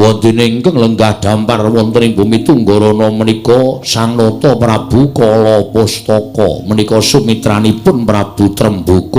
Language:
Javanese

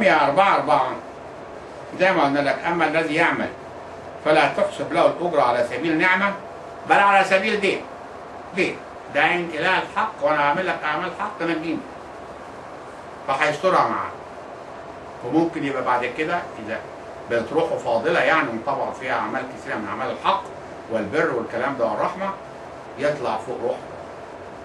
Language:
Egyptian Arabic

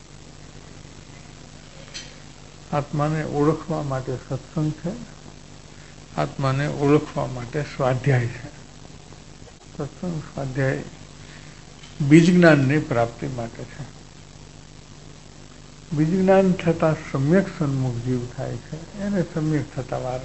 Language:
Gujarati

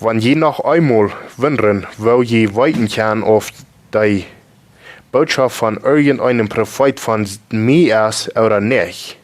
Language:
Plautdietsch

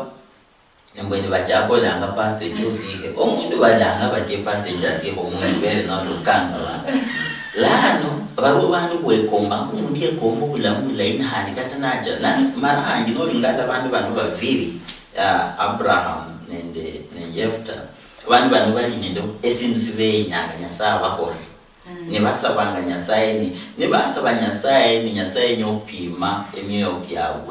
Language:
Luyia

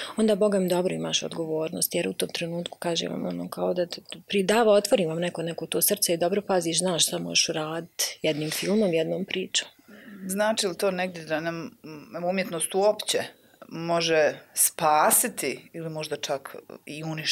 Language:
Bosnian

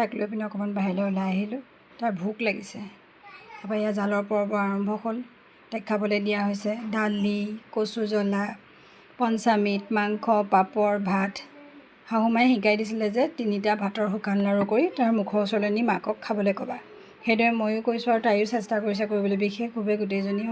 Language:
Assamese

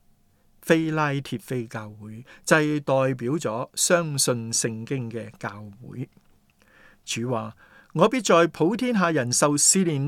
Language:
Cantonese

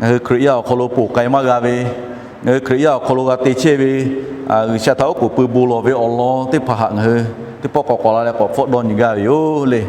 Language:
Lahu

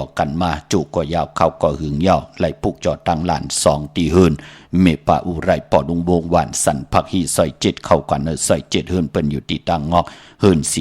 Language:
Shan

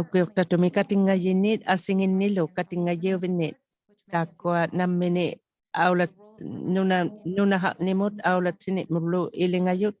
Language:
Inuktitut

